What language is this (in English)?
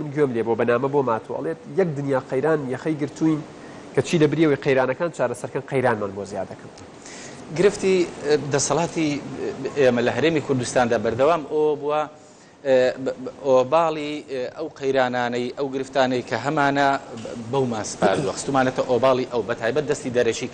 Central Kurdish